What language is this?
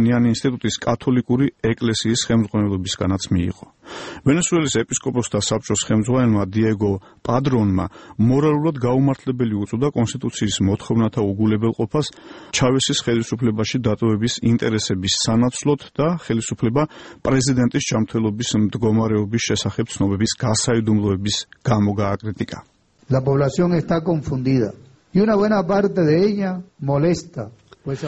Georgian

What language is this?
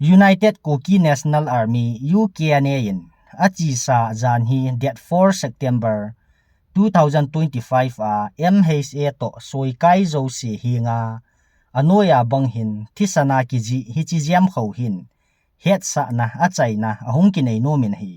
Thado Chin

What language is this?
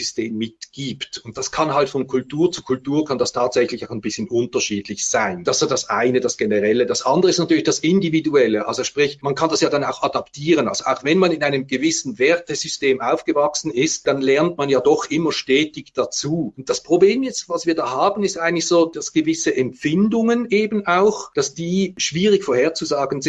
German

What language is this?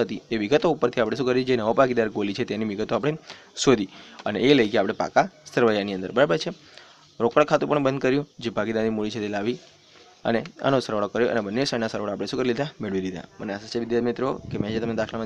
Gujarati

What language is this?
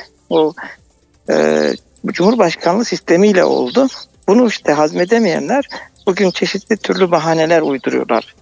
Turkish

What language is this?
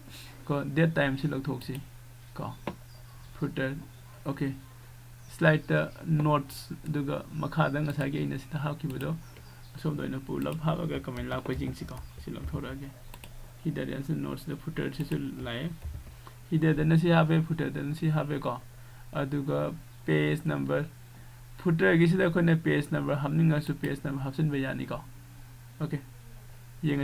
Manipuri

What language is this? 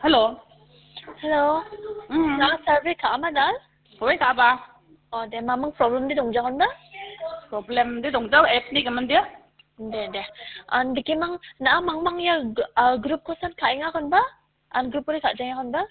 Garo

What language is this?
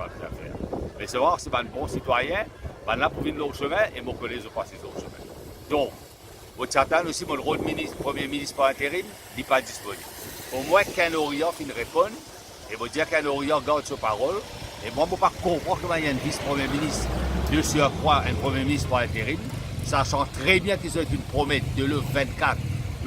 Morisyen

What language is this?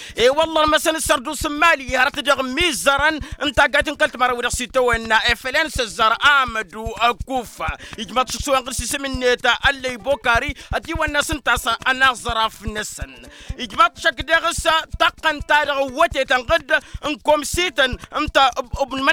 Tamasheq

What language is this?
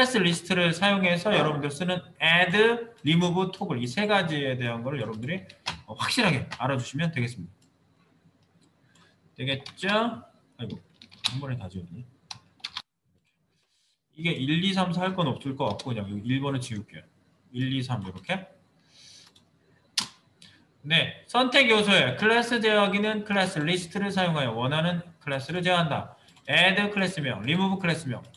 Korean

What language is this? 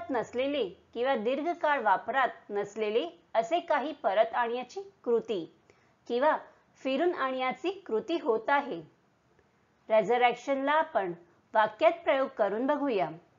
Marathi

